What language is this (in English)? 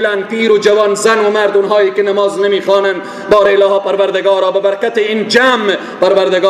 Persian